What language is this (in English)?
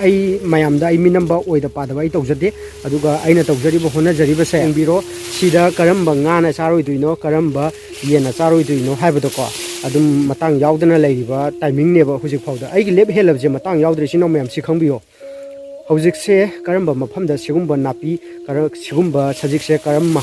Manipuri